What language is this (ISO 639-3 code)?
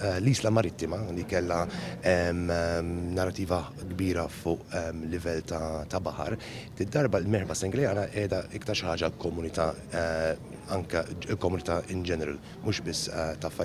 mlt